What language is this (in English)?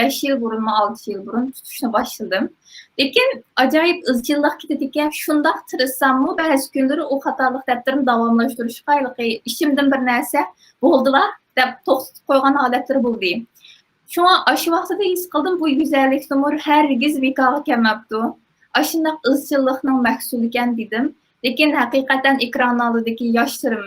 Uyghur